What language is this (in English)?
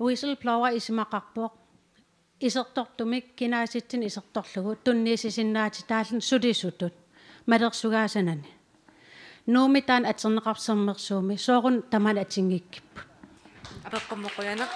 Kalaallisut